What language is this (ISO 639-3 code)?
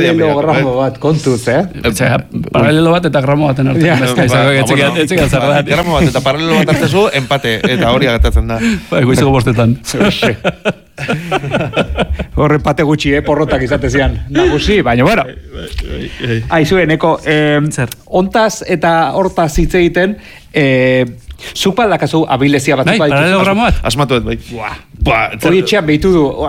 eus